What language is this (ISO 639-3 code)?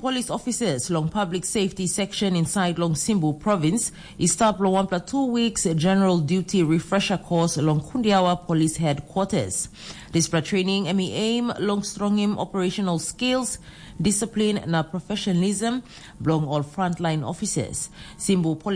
tpi